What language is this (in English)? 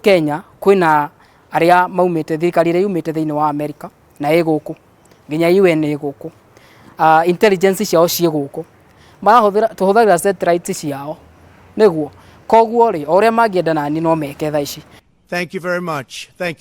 Kikuyu